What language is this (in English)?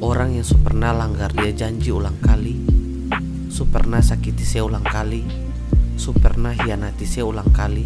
Ambonese Malay